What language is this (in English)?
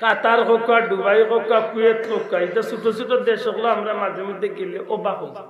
Sylheti